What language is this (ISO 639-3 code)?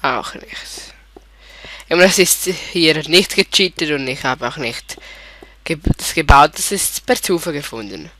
gsw